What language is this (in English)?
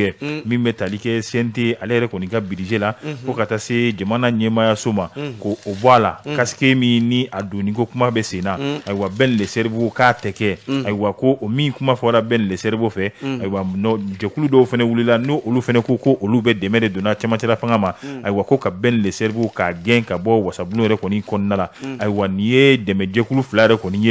Bambara